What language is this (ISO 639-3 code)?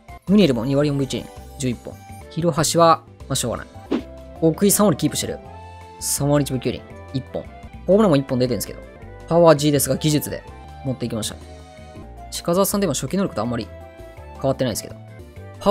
jpn